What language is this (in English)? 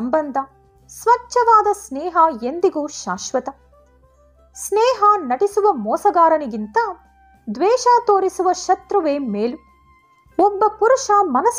Kannada